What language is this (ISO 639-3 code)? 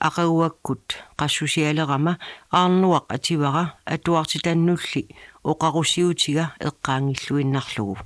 kal